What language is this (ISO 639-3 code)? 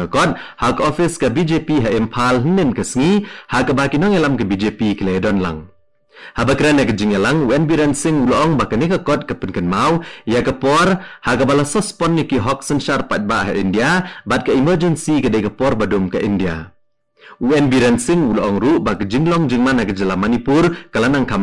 kha